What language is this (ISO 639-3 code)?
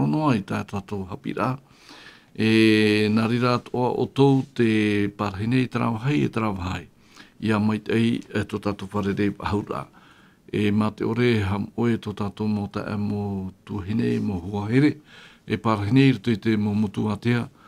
tah